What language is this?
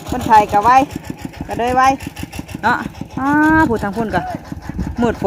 Northeastern Thai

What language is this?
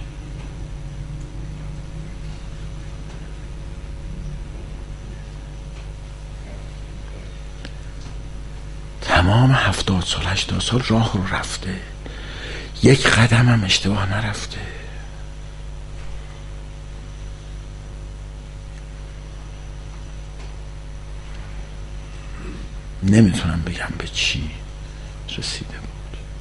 Persian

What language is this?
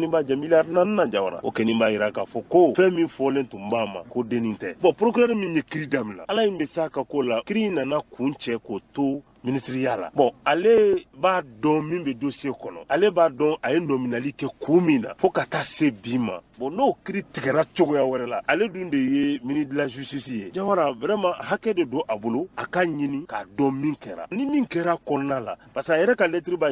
Bambara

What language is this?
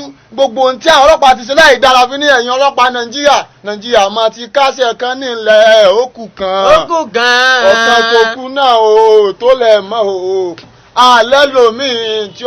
Yoruba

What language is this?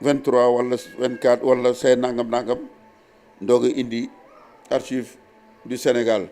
Wolof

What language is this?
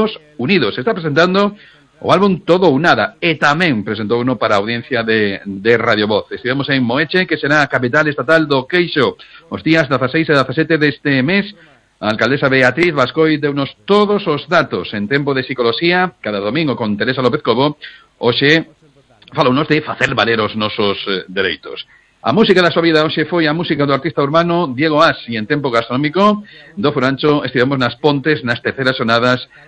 Galician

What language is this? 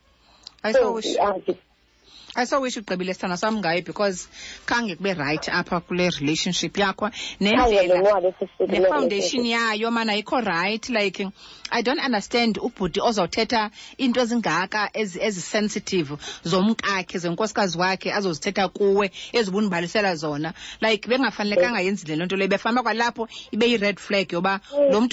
Xhosa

